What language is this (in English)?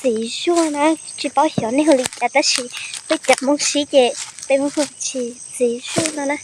Hmong